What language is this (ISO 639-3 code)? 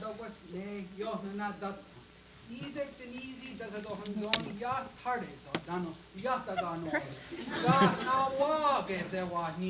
moh